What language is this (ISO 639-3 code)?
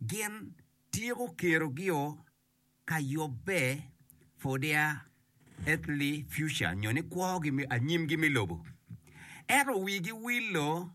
ach